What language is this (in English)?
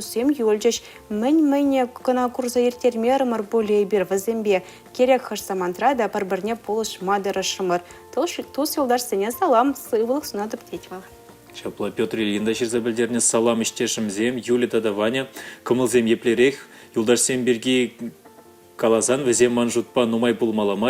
Chuvash